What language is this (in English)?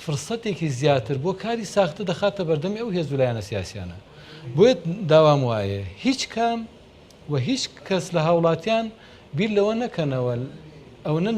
Central Kurdish